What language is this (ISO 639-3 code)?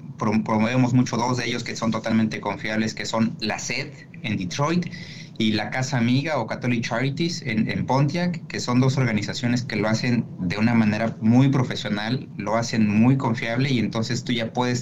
spa